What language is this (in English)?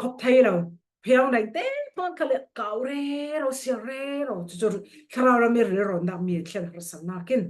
Falam Chin